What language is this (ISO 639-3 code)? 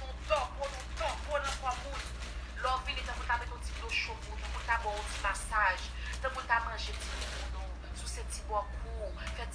hat